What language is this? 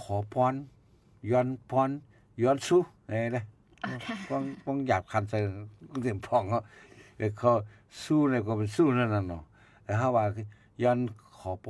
Shan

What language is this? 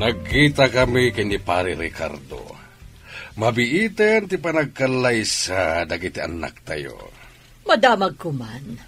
Iloko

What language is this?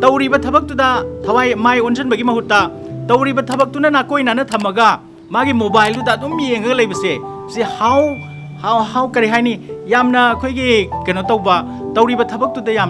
Manipuri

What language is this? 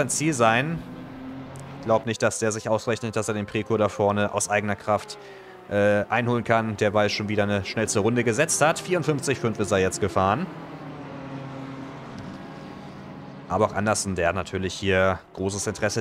German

